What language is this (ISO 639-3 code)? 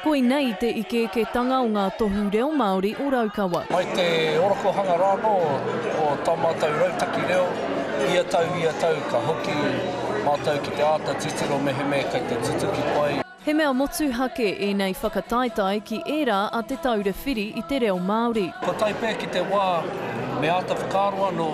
mri